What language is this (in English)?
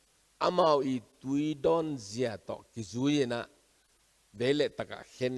Tedim Chin